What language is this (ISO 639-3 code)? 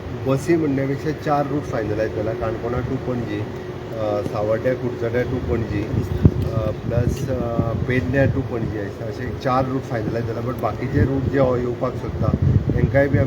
kok